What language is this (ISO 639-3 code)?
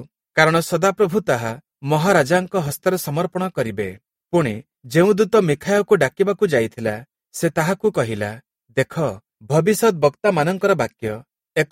ori